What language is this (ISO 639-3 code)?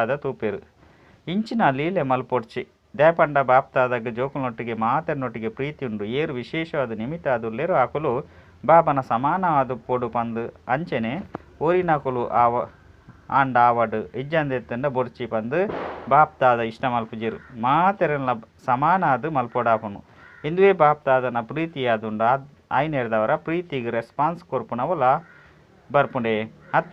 tcy